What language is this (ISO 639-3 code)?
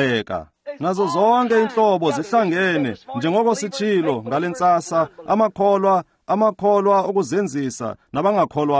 xho